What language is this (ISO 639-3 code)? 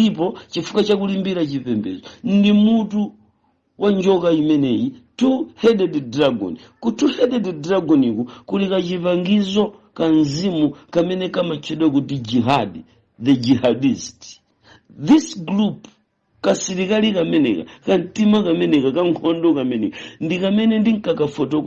nya